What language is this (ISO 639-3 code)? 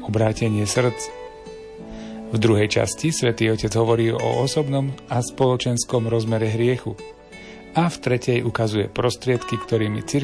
slk